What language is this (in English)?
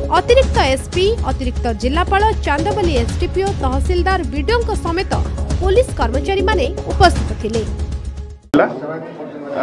Odia